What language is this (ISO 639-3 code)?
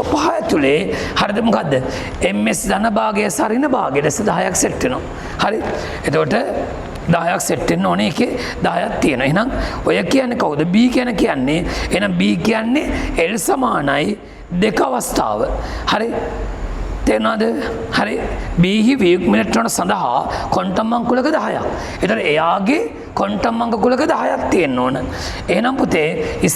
sin